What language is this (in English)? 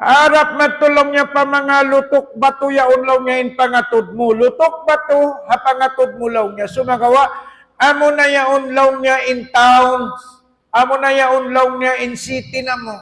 Tausug